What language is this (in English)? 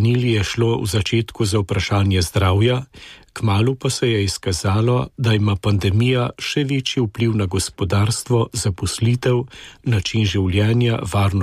Slovenian